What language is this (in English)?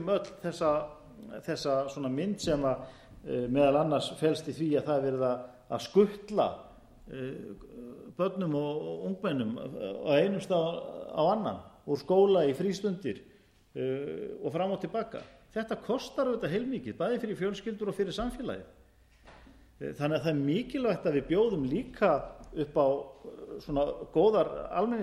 Icelandic